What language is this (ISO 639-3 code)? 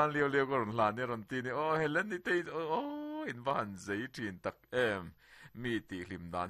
lus